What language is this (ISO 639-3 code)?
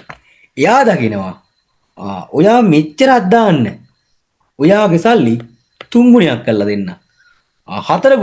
sin